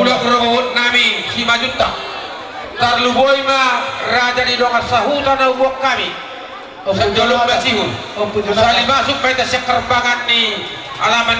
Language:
Batak Toba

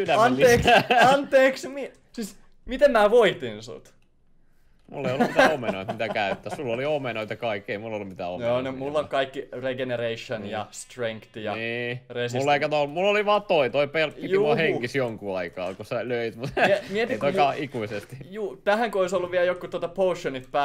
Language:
Finnish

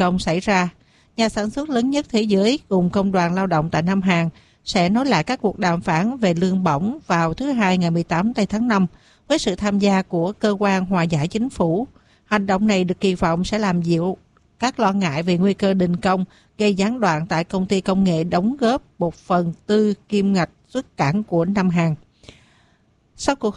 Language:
Vietnamese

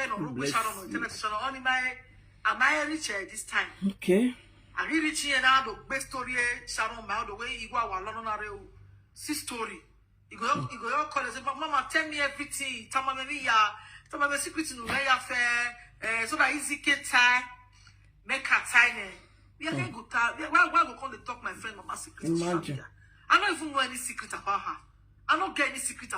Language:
Nigerian Pidgin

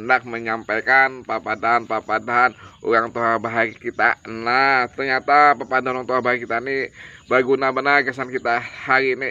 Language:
Banjar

